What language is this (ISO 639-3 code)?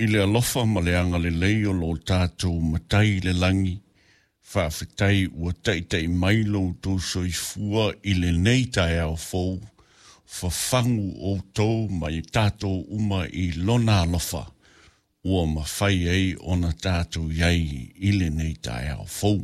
smo